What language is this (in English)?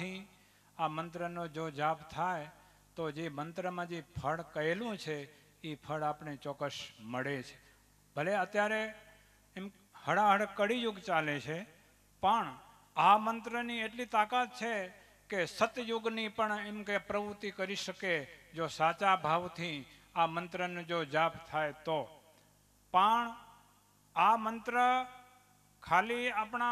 Gujarati